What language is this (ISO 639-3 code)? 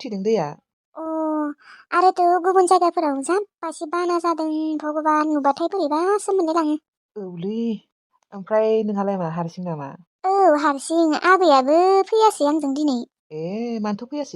brx